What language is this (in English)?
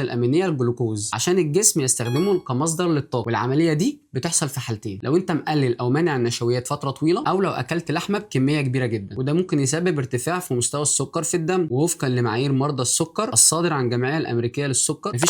Egyptian Arabic